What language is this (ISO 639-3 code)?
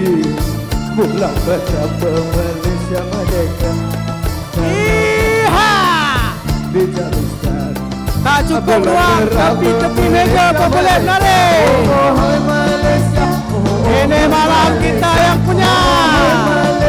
msa